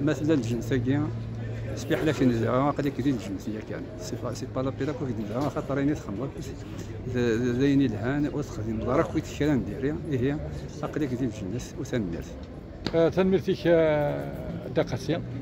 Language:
Kabyle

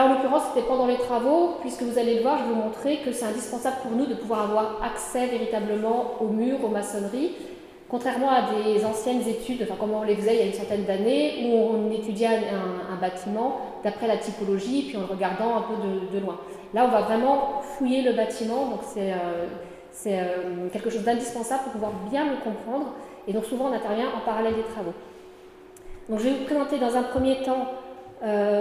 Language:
French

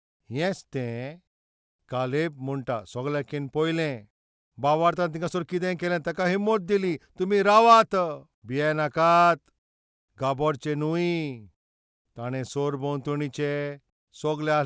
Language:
Konkani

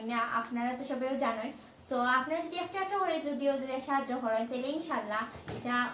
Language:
Sylheti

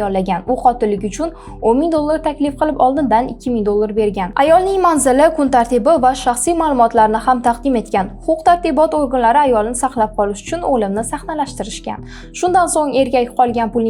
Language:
Uzbek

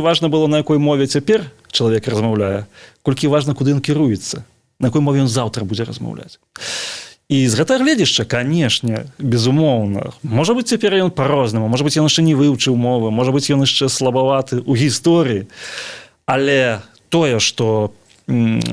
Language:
Belarusian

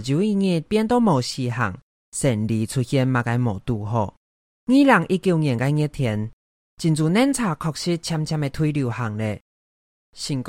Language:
Hakka Chinese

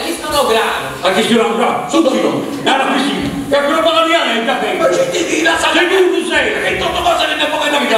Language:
Sardinian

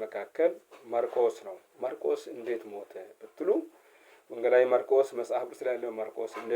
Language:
Amharic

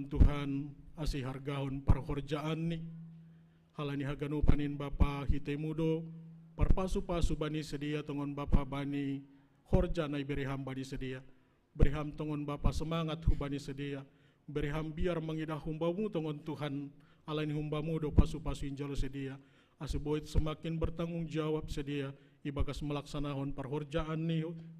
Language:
Batak Simalungun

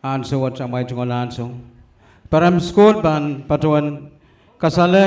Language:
Pohnpeian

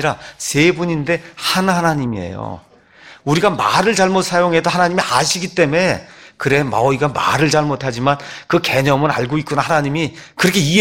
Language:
Korean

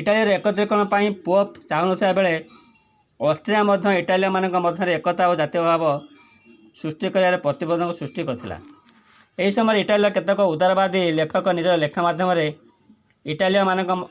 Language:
Odia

